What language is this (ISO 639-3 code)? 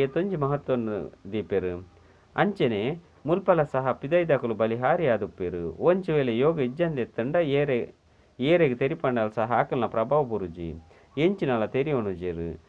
tcy